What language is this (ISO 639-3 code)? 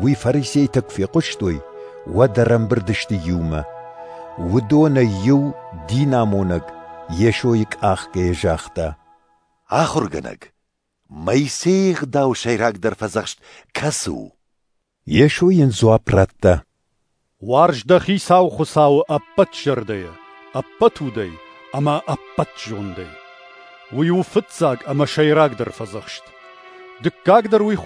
oss